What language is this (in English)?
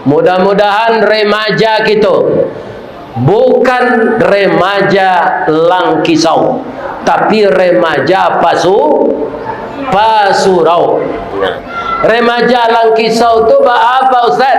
Minangkabau